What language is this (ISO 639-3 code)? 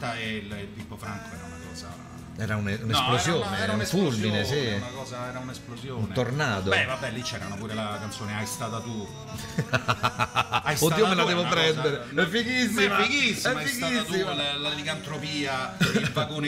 ita